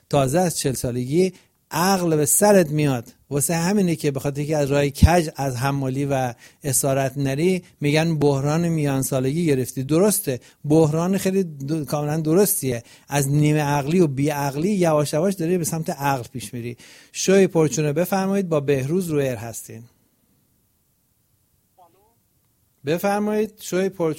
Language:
Persian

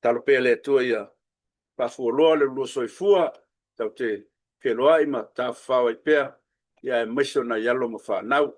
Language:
Samoan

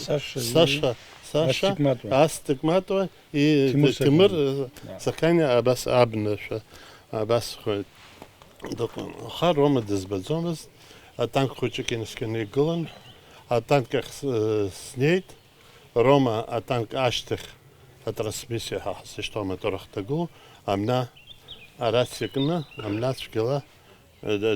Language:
Abkhazian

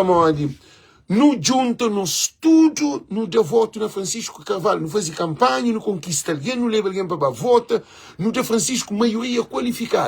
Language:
Kabuverdianu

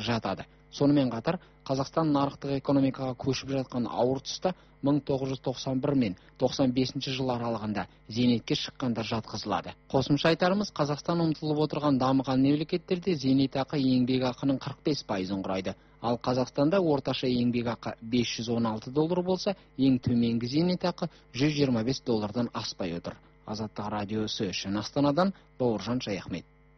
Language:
Kazakh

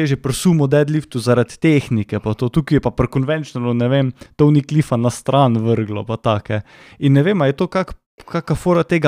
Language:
Slovenian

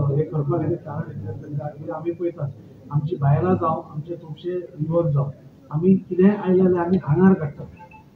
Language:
Konkani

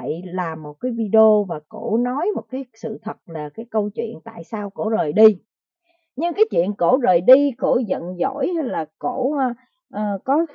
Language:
Vietnamese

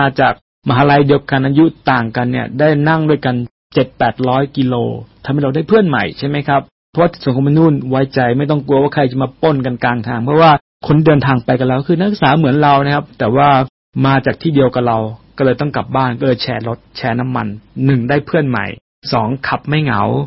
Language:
Thai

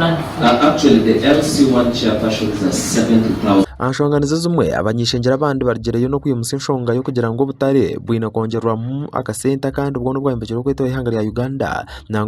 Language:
Nyankole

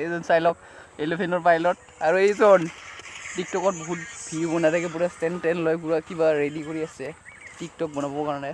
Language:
Assamese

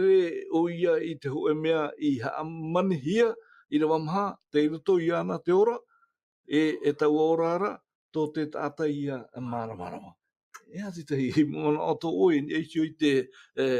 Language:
Tahitian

